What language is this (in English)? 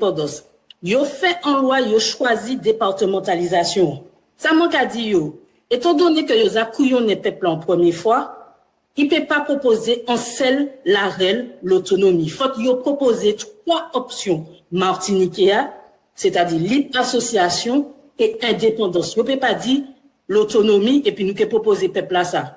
Guadeloupean Creole French